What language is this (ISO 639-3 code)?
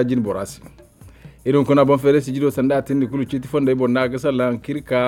dje